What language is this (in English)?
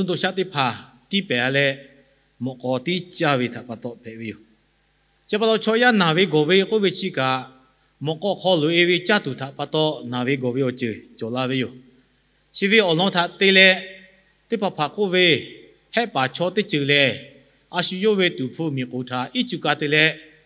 Lahu